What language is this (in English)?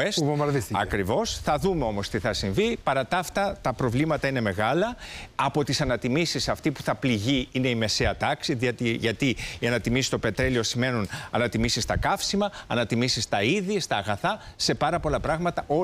Greek